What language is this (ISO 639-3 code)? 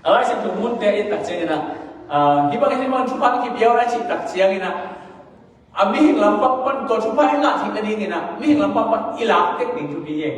ctd